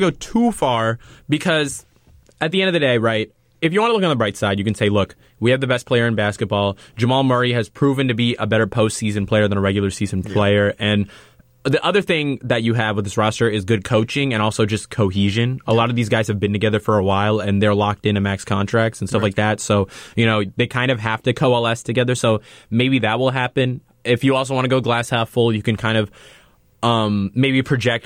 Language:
English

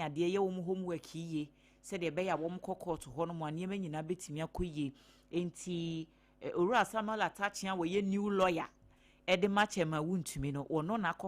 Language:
Akan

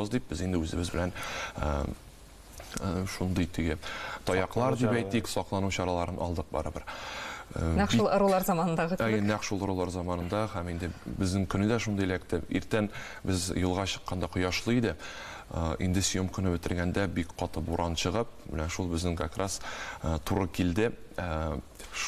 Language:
Tatar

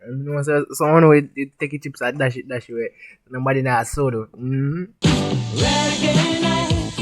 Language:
Jamaican Creole English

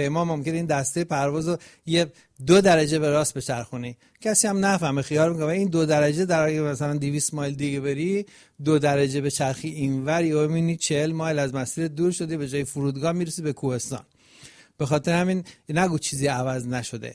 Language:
Persian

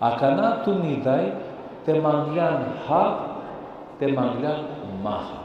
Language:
Balkan Romani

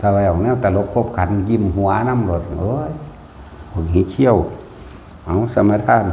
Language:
Northeastern Thai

